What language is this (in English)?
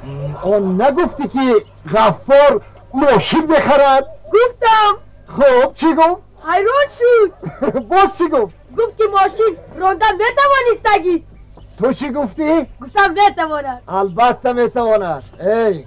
Tajik